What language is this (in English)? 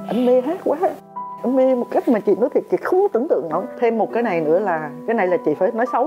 Vietnamese